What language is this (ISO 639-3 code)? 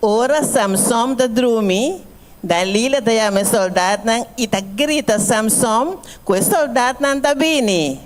pap